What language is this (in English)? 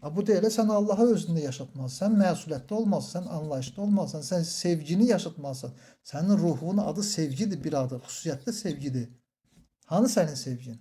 Azerbaijani